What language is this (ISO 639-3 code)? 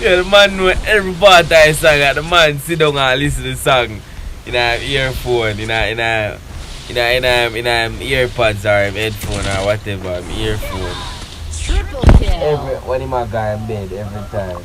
jam